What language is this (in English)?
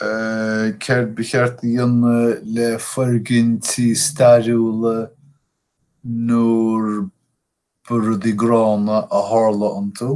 Irish